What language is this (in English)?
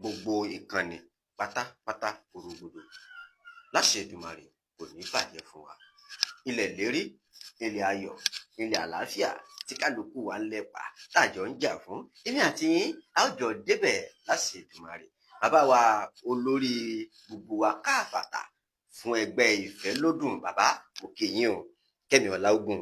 Yoruba